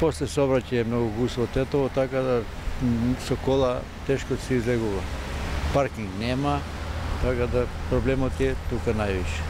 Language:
Macedonian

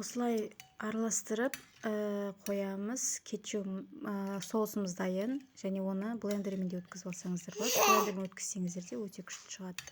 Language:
Kazakh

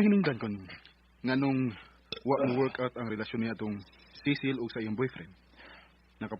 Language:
Cebuano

